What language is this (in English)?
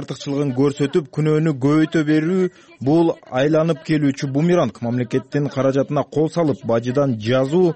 Kyrgyz